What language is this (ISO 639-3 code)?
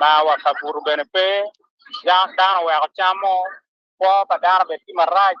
ach